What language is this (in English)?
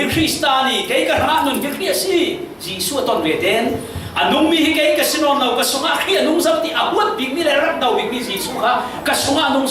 Falam Chin